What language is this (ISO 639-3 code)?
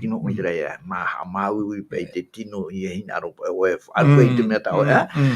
tah